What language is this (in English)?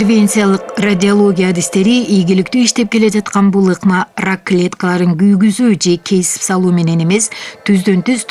Kyrgyz